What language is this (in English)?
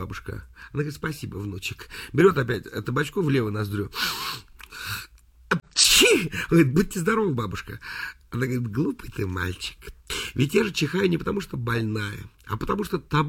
Russian